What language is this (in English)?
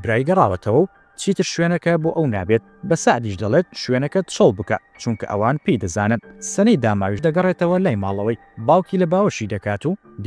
Central Kurdish